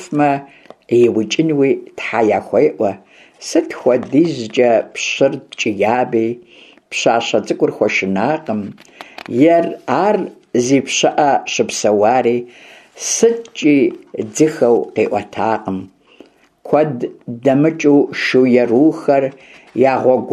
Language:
Kabardian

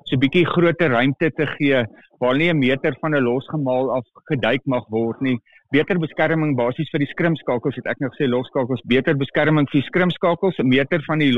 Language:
Afrikaans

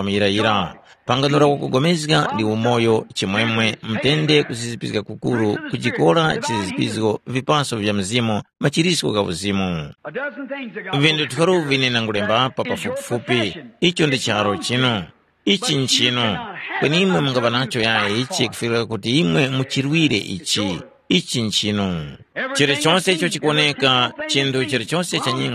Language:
Tumbuka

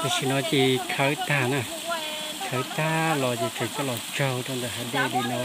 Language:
Hmong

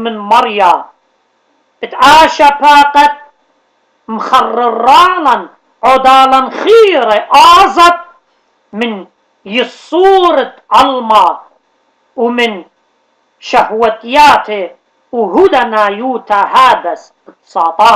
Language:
Assyrian Neo-Aramaic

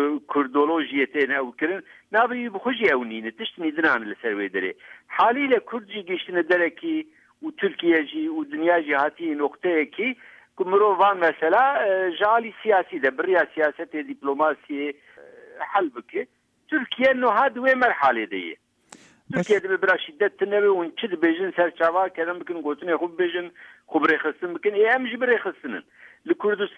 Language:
Kurdish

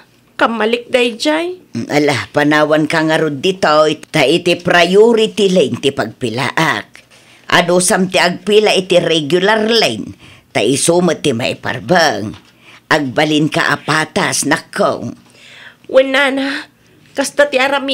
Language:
Iloko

